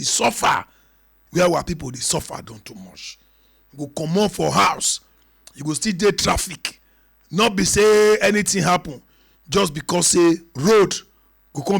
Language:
Nigerian Pidgin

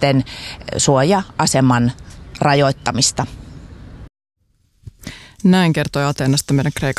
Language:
Finnish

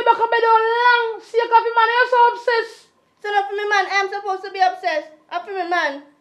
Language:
Jamaican Creole English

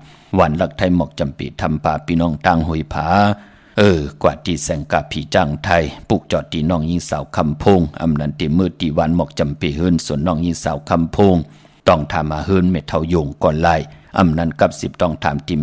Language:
Shan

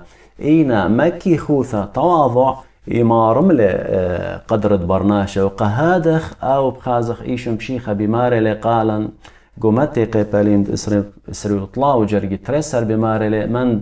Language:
Assyrian Neo-Aramaic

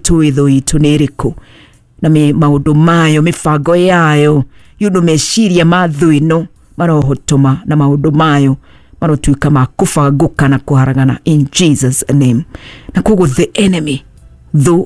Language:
Kikuyu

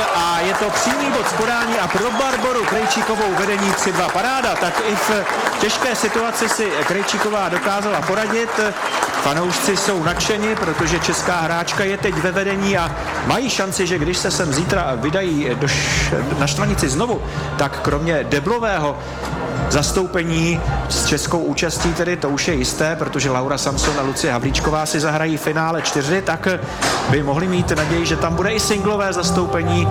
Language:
Czech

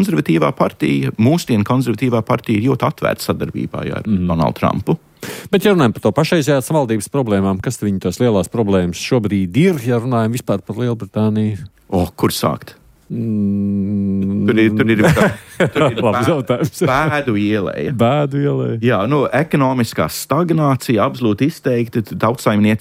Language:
Latvian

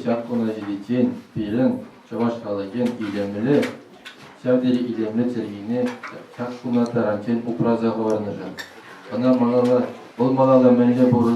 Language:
Chuvash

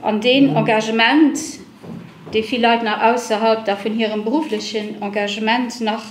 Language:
Luxembourgish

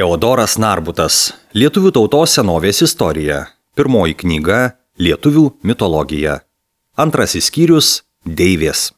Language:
Lithuanian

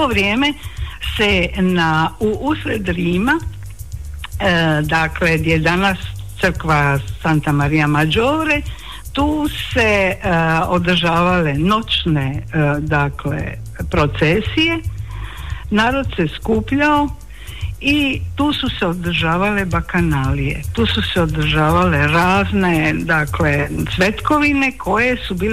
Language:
Croatian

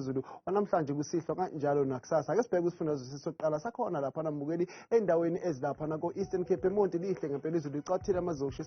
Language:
Zulu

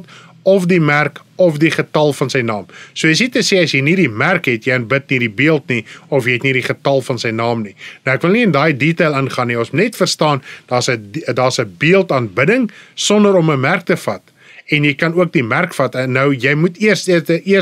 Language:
Afrikaans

